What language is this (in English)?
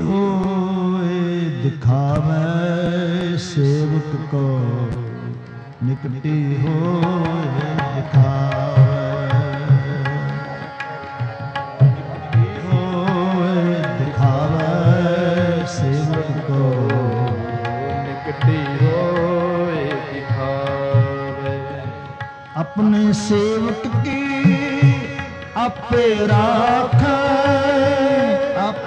Punjabi